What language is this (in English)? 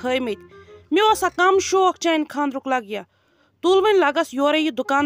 Kashmiri